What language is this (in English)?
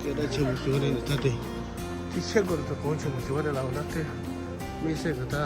Tibetan